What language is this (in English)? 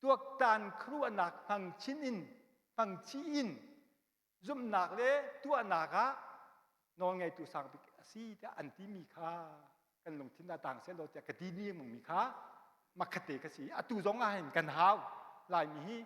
Hakha Chin